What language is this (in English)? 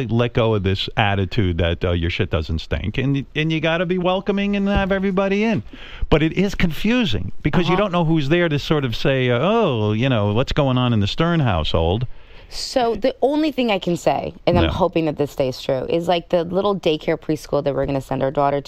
English